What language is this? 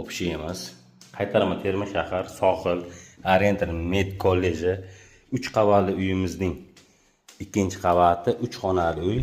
Uzbek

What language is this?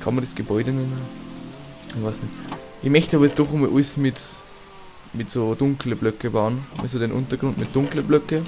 Bavarian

